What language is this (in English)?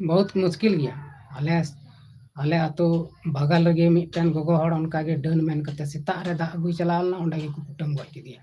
Santali